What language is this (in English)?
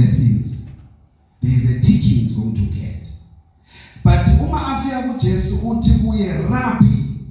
Zulu